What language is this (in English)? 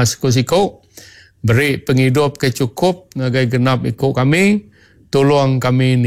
Iban